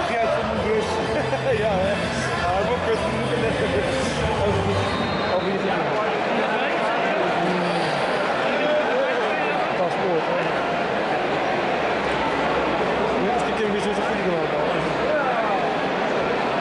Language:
Dutch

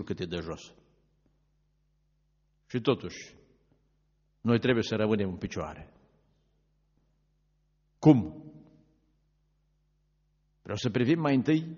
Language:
Romanian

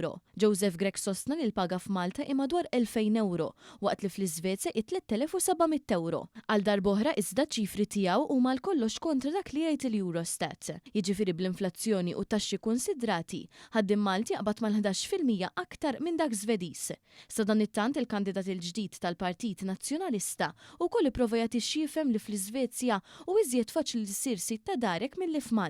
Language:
Maltese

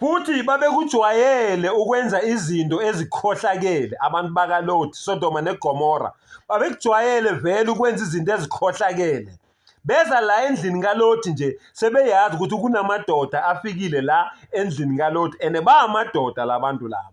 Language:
Zulu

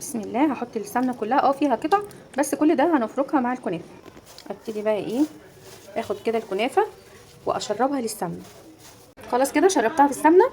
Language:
Egyptian Arabic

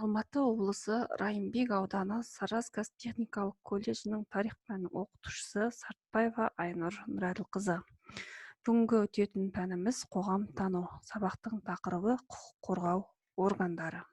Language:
Kazakh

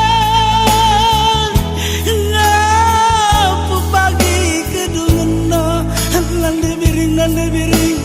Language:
Batak Karo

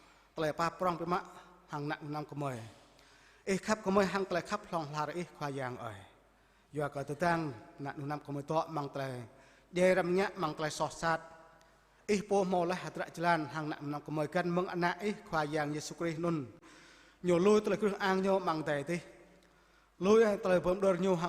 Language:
Jarai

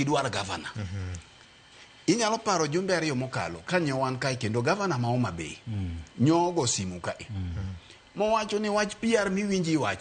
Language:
Luo (Kenya and Tanzania)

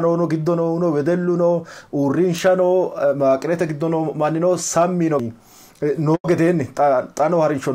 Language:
Sidamo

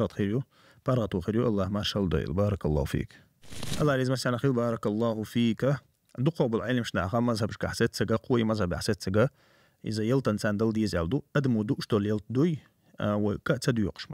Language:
Chechen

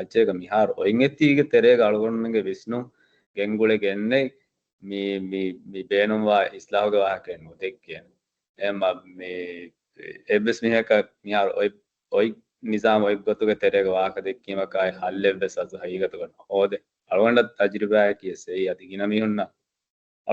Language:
Divehi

